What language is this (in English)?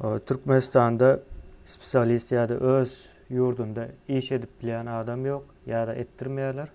Turkmen